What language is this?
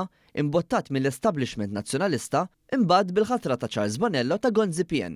Maltese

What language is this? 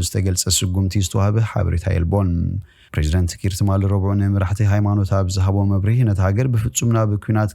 Tigrinya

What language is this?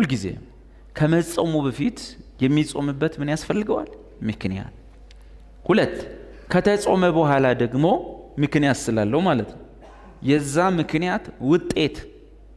Amharic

